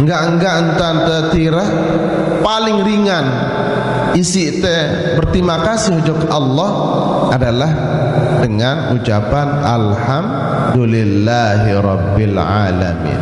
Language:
Sasak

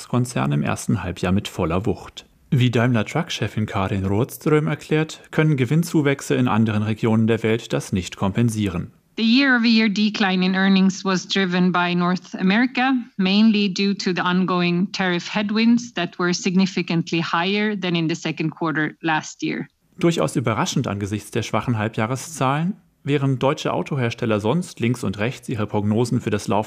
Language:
German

